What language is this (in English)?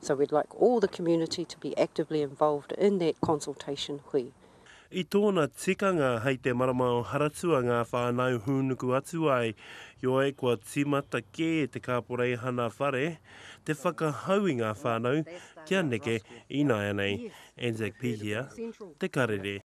Māori